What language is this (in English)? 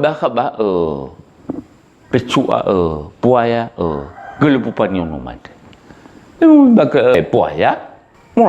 Nias